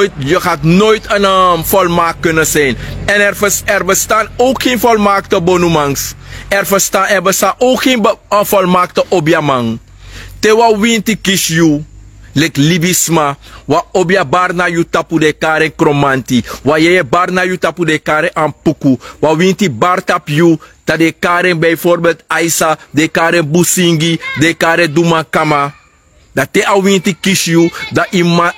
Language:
Sranan Tongo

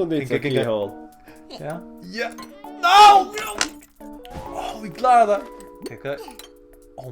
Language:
Faroese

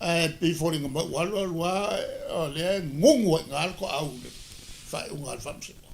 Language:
Samoan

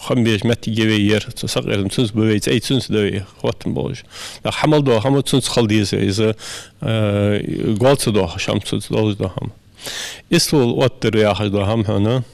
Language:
Ingush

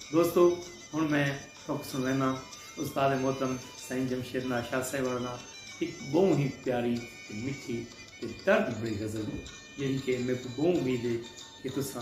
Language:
Saraiki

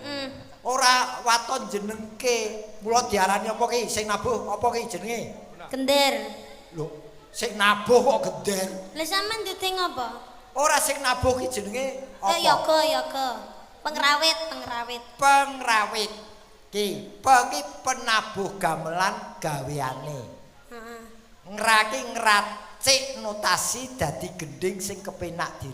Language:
Javanese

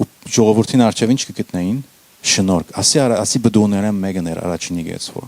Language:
Western Armenian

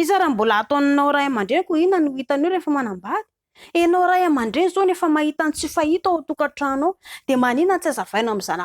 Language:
Malagasy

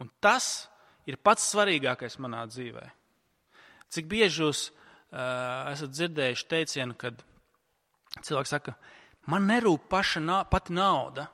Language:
Latvian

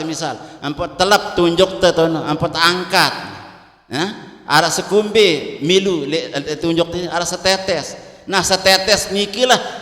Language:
Sasak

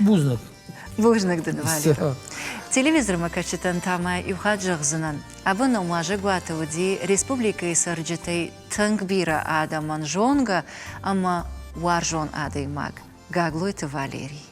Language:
Ossetic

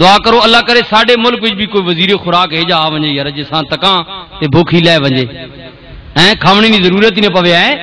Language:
Western Panjabi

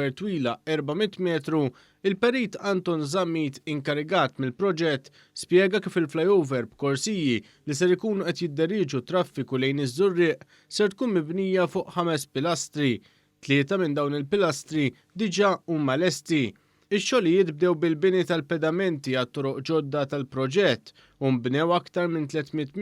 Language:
Maltese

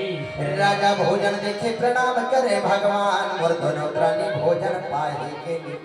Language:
Chhattisgarhi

